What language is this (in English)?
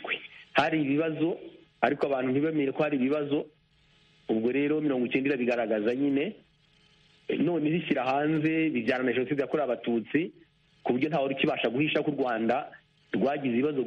Kinyarwanda